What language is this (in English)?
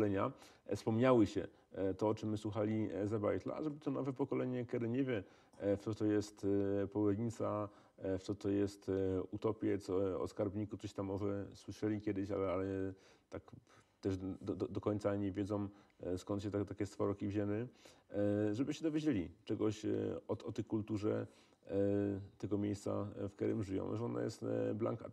Silesian